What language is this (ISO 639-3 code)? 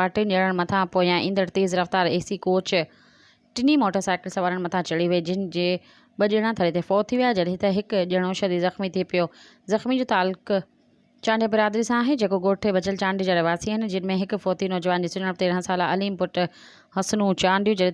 snd